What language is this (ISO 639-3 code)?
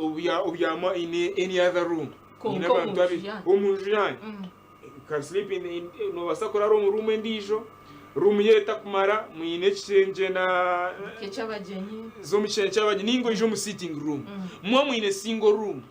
nyn